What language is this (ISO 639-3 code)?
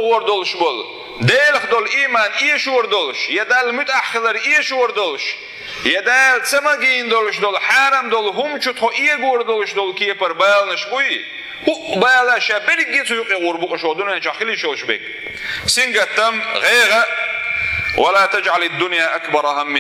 che